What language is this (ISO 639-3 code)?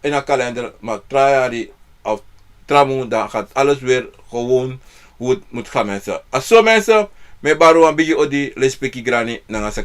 srn